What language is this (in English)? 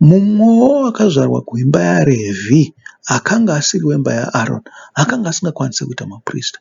Shona